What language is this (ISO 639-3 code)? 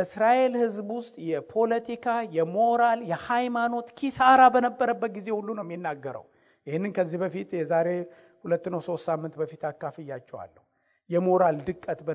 amh